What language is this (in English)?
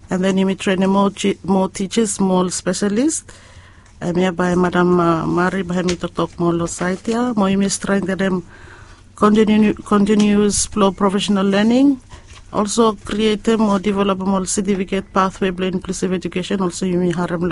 Bislama